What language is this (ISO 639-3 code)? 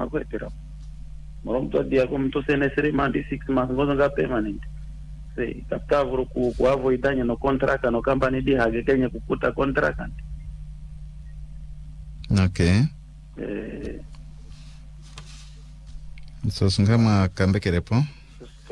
swa